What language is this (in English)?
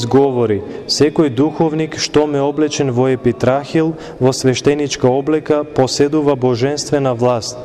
Macedonian